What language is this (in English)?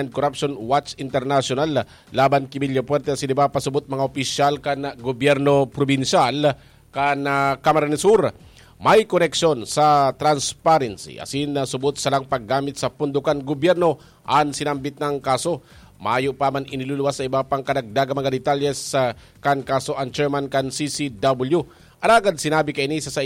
Bikol